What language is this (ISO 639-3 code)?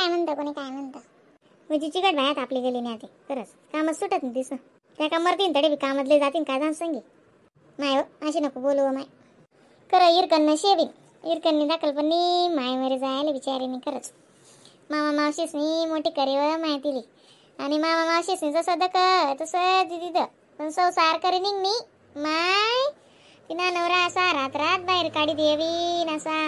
khn